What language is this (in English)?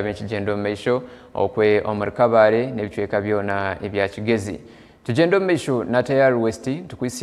Nyankole